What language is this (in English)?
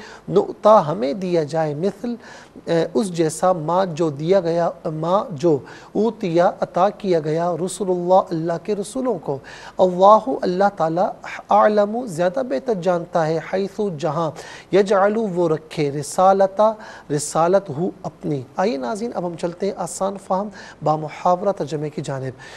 Urdu